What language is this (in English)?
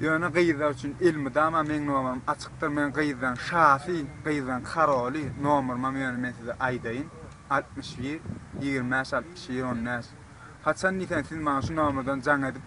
Turkmen